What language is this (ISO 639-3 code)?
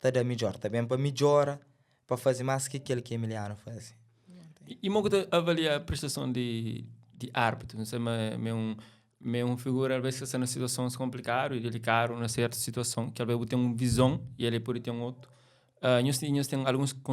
kea